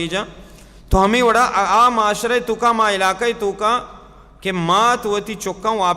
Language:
Baluchi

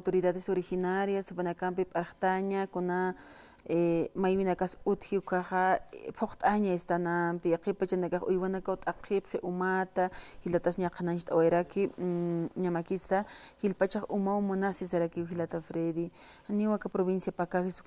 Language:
Aymara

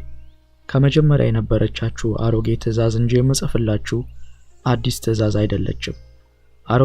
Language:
Amharic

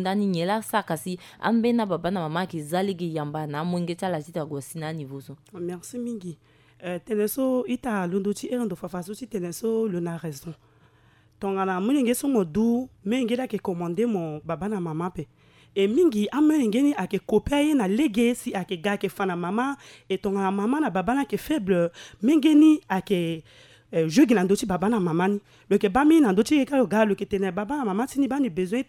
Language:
Sango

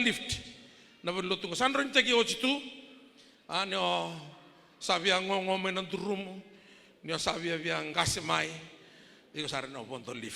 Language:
Fijian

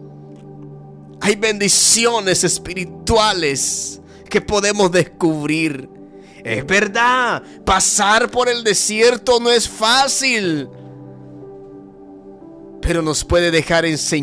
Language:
Spanish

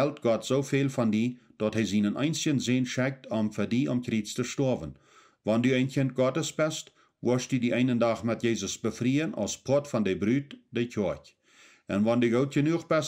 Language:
Plautdietsch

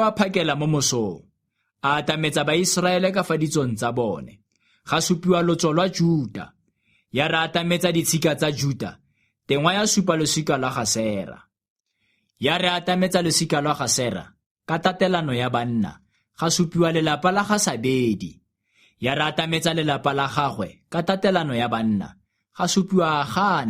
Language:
Tswana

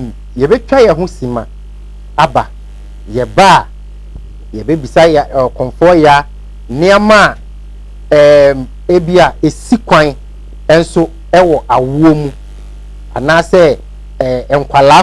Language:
Akan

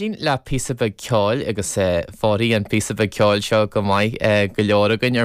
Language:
Irish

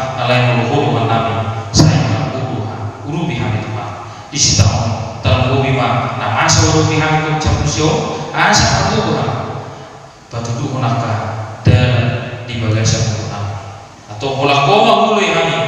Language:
Batak Toba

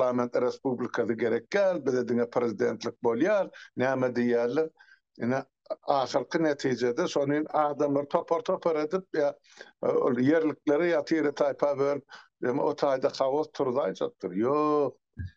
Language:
Turkmen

